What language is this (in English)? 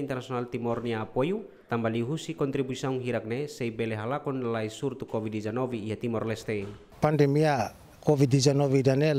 Tetum